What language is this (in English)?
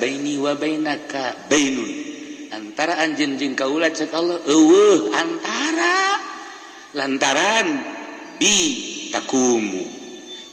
Sundanese